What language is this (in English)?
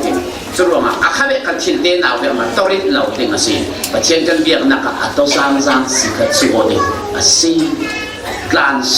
Falam Chin